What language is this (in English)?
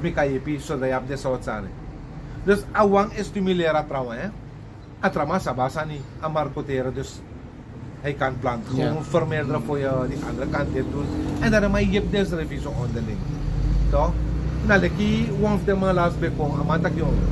Sranan Tongo